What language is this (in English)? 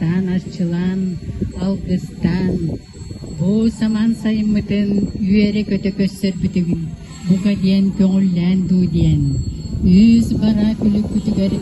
Yakut